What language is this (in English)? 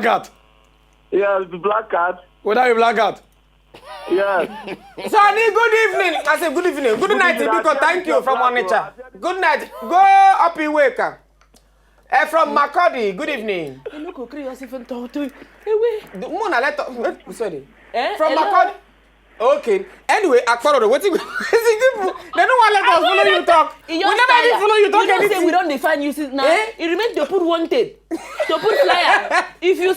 Nigerian Pidgin